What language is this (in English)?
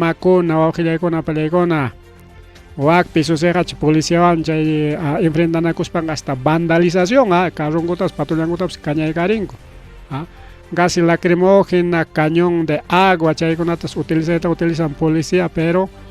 Ayacucho Quechua